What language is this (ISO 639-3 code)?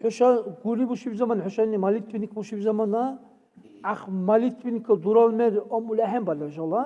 dar